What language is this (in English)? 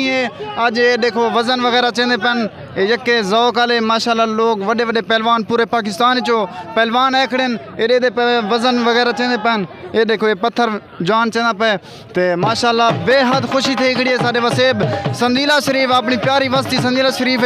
Saraiki